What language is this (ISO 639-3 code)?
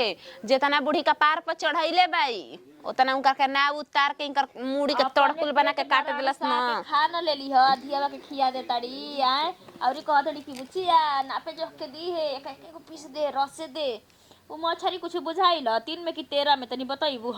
bho